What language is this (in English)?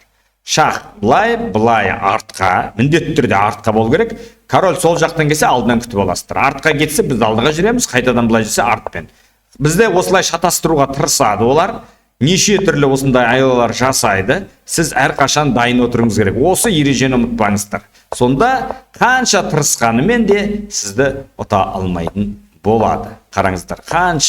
Kazakh